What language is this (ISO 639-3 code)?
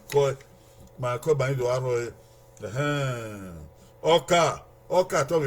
bin